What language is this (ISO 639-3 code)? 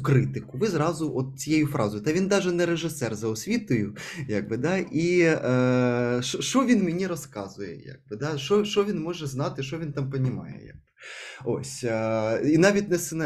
ukr